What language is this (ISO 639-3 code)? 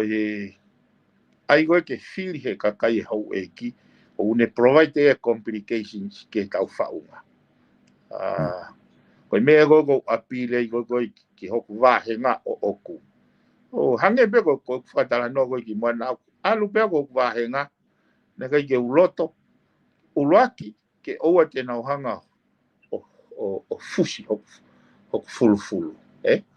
ton